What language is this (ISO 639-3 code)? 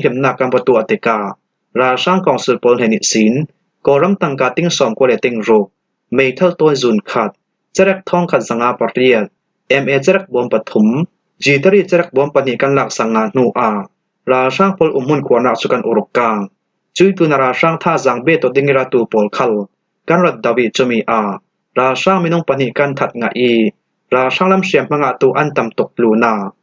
cfm